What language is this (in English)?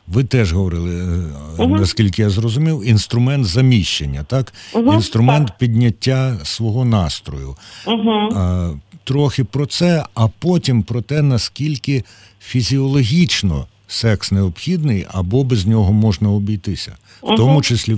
Ukrainian